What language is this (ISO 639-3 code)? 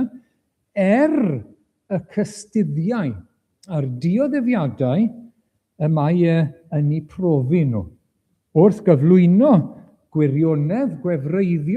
cym